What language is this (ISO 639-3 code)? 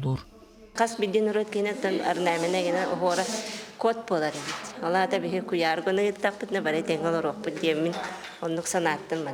sah